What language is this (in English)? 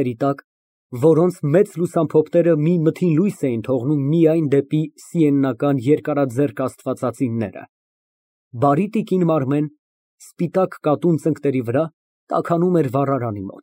Armenian